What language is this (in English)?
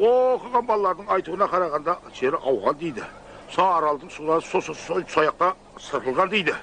Kara-Kalpak